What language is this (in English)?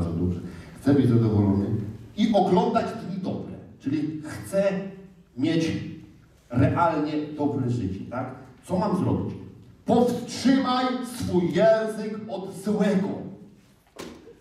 Polish